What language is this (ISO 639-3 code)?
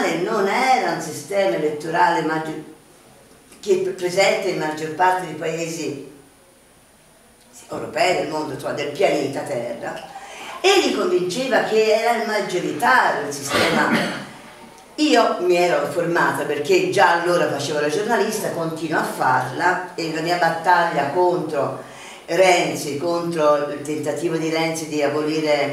ita